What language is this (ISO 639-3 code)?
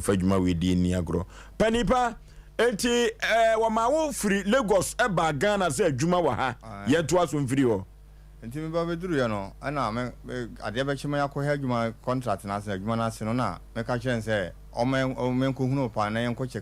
aka